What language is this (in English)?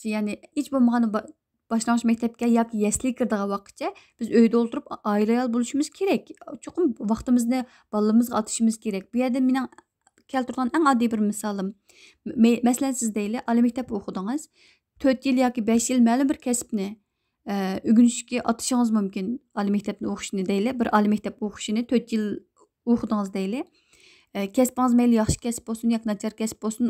Uyghur